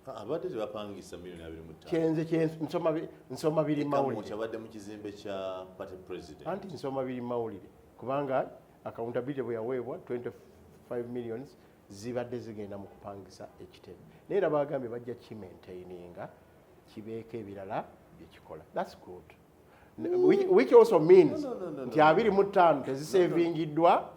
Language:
Ganda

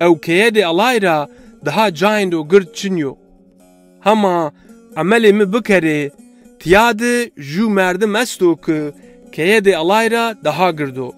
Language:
Zaza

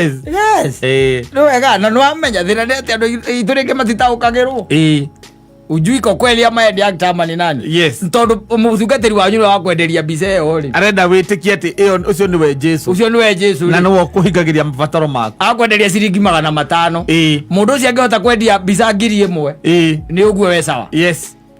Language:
Kikuyu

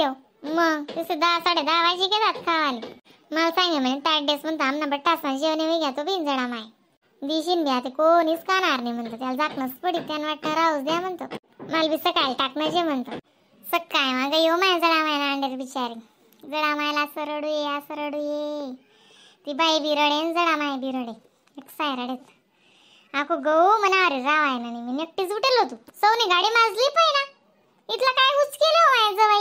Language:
Khandesi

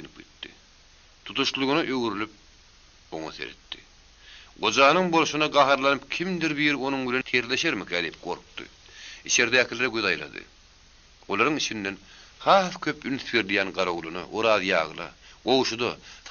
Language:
Turkmen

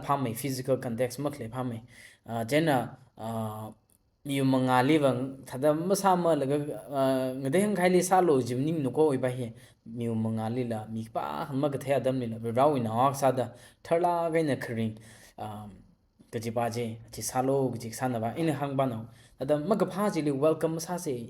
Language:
Tangkhul Naga (India)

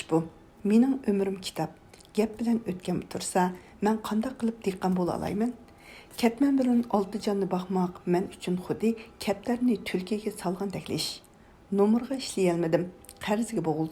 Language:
Uyghur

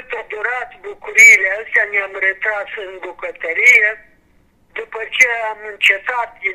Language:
Romanian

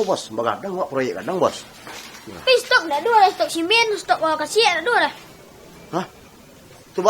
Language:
Minangkabau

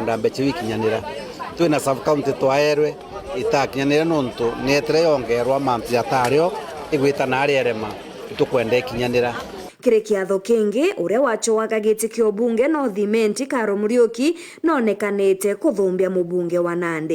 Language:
Meru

